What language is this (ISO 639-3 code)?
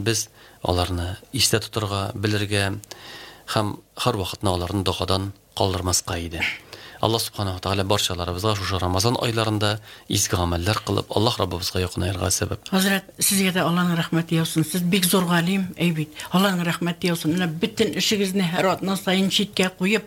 tat